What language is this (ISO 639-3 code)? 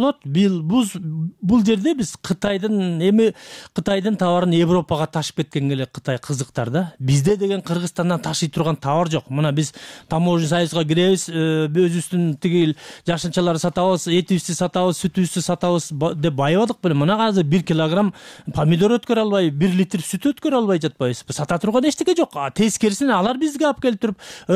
kir